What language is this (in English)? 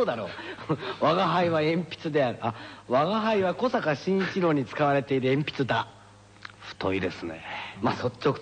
Japanese